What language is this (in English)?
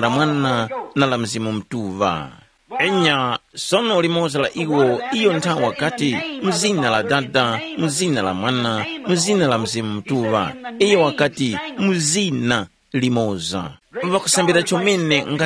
Tumbuka